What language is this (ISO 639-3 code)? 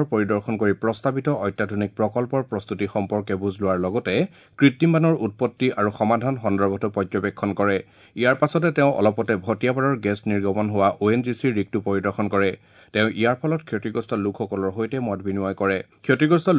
asm